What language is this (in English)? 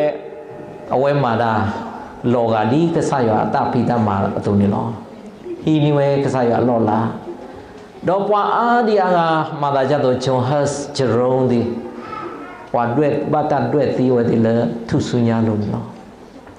S'gaw Karen